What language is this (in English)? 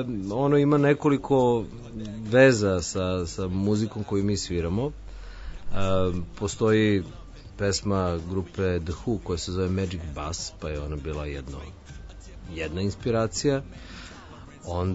Serbian